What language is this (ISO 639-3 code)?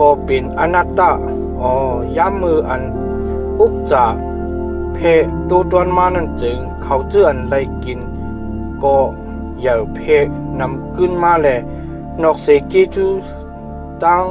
shn